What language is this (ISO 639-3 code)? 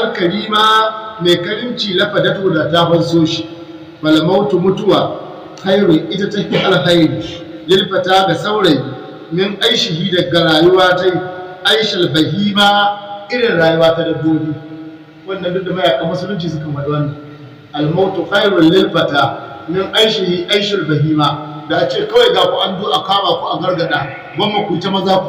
hau